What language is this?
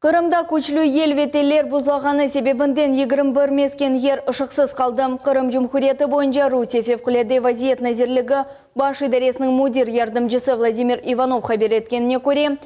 Crimean Tatar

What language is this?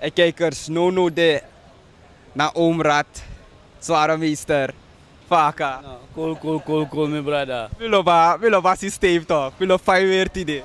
Sranan Tongo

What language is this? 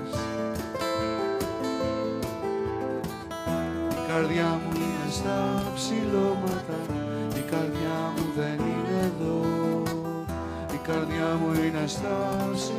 Greek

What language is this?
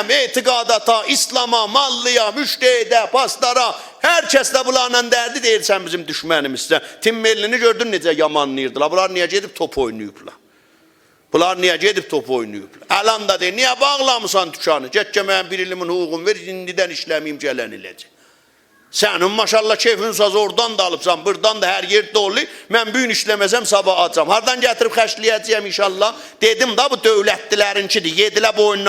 South Azerbaijani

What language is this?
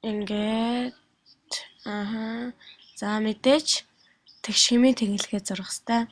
Mongolian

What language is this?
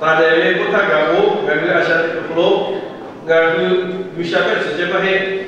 Lahu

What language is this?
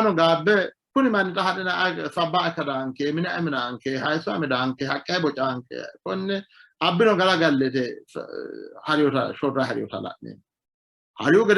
Sidamo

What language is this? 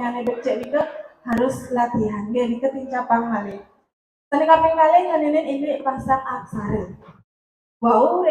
Balinese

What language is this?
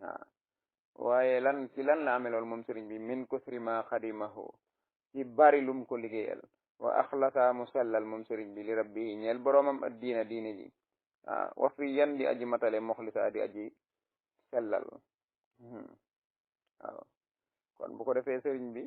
Wolof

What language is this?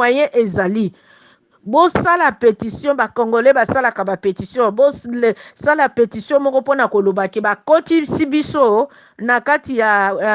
Lingala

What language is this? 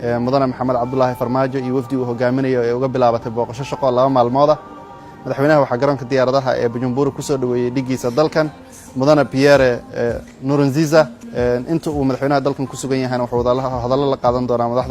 Somali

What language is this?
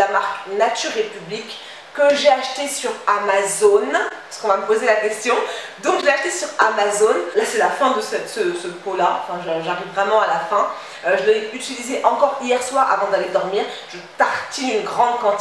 French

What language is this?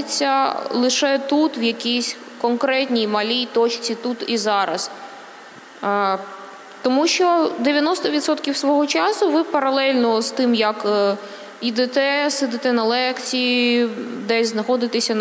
Ukrainian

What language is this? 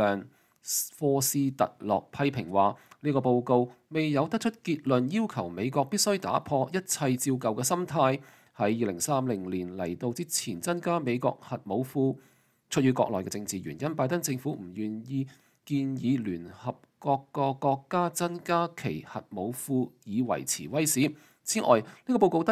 Cantonese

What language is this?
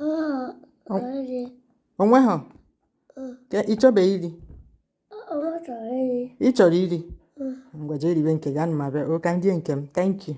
Igbo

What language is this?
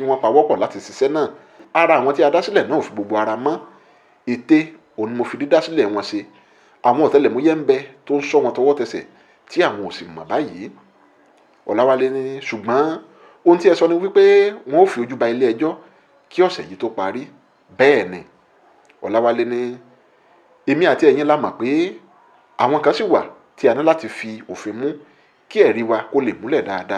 Yoruba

